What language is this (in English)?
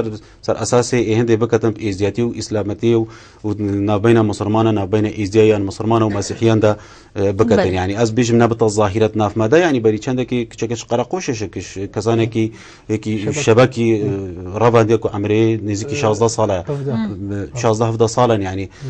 Kurdish